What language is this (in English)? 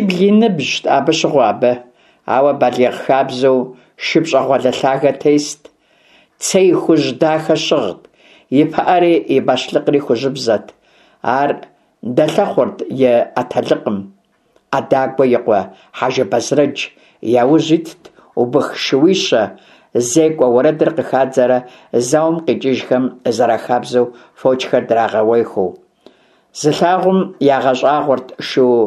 Kabardian